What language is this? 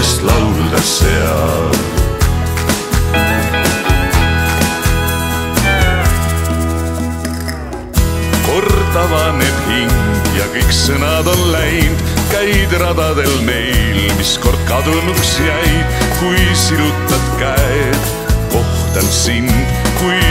Estonian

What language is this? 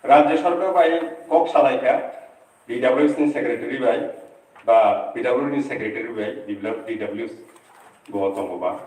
Kok Borok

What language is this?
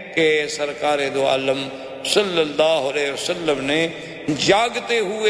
Urdu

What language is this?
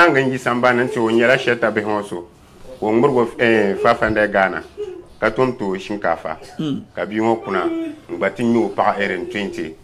Dagbani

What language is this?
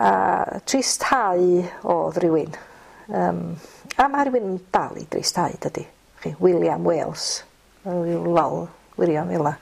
Welsh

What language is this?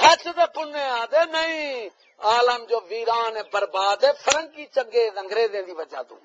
Saraiki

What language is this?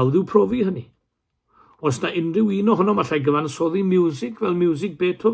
Welsh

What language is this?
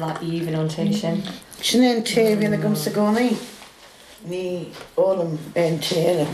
Irish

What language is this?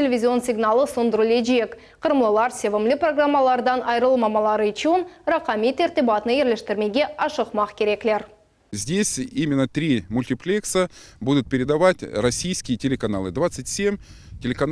Crimean Tatar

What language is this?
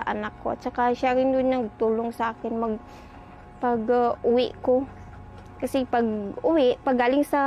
Filipino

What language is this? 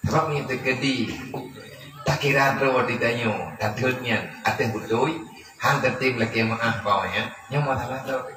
Achinese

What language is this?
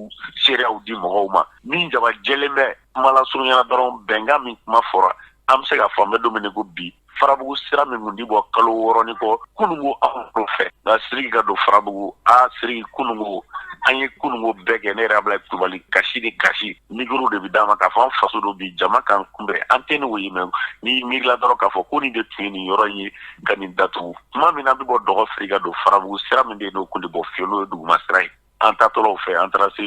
Bambara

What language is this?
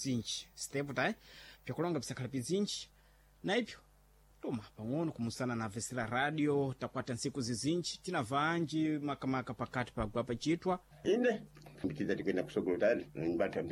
Sena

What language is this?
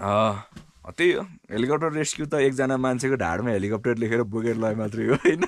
Nepali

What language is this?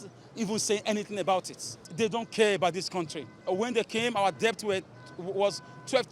Nigerian Pidgin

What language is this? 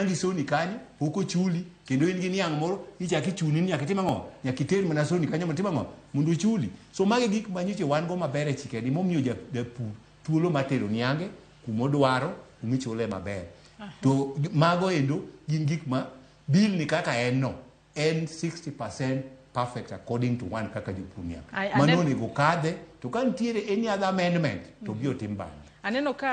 Luo (Kenya and Tanzania)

